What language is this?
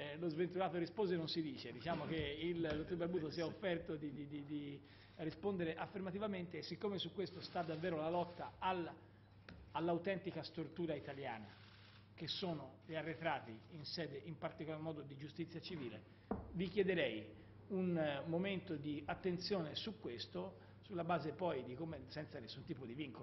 Italian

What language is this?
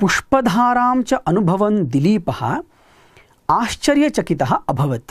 Sanskrit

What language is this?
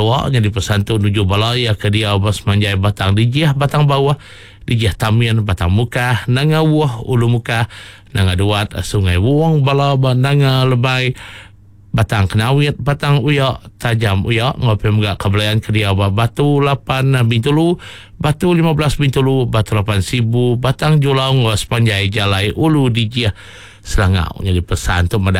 Iban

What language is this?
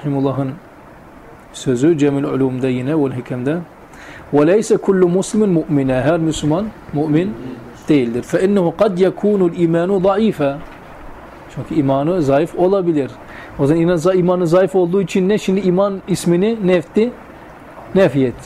Turkish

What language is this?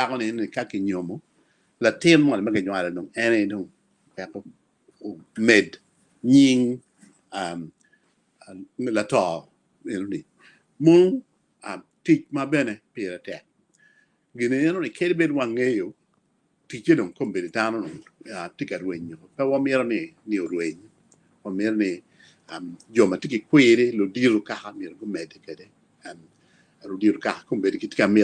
Acoli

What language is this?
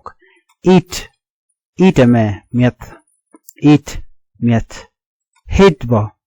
Nuer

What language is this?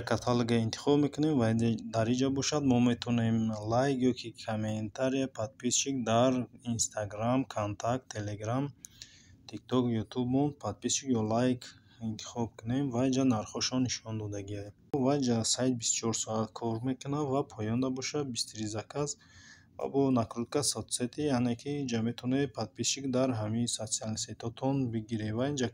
Tajik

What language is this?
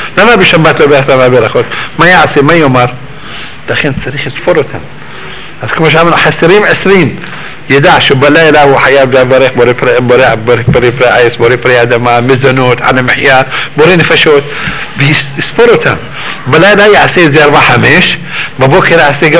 Hebrew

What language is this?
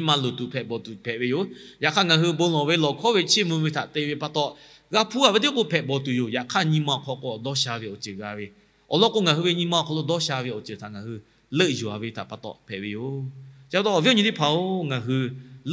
Lahu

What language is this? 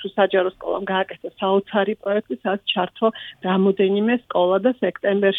Georgian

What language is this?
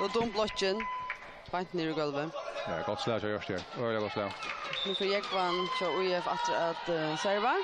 Faroese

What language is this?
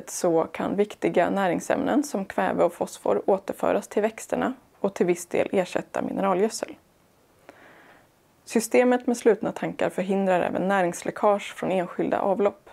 Swedish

